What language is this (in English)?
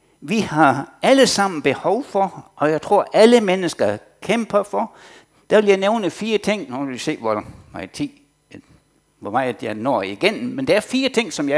Danish